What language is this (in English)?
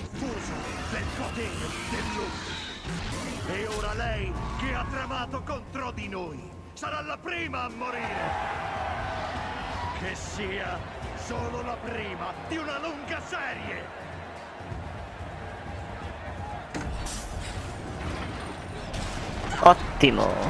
Italian